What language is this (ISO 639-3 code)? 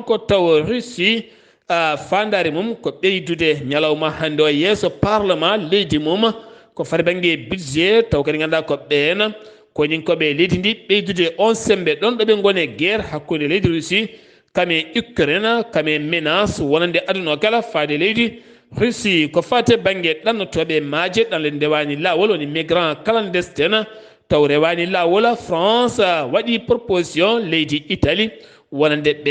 ful